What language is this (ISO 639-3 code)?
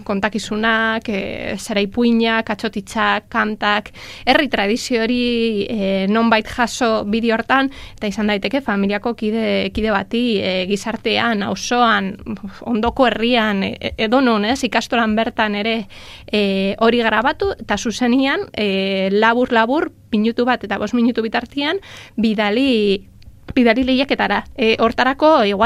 eus